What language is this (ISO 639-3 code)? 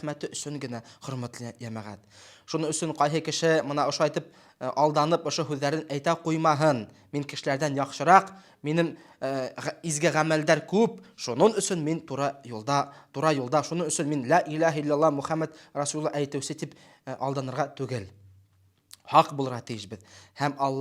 bak